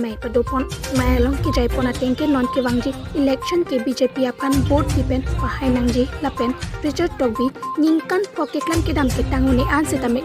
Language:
Karbi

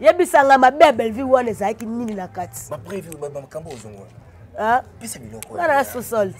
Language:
Lingala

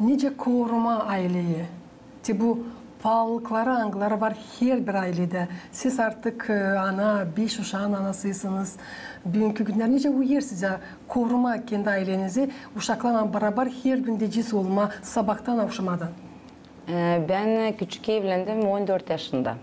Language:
Gagauz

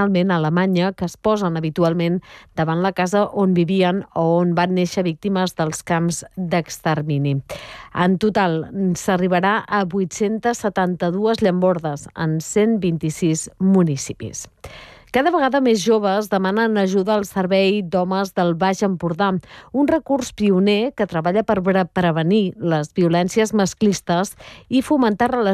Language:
Catalan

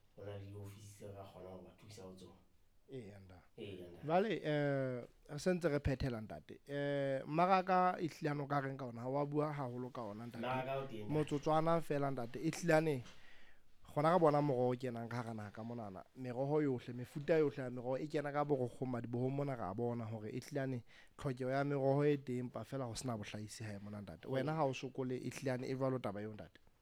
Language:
Southern Sotho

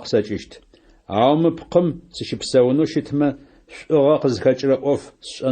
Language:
Adyghe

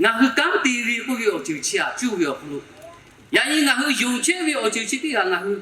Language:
Lahu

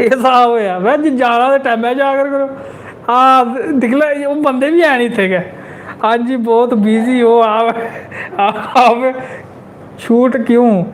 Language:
Dogri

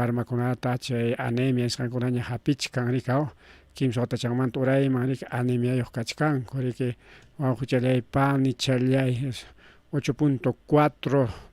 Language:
Ayacucho Quechua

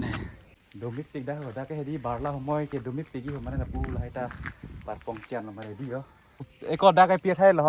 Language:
Karbi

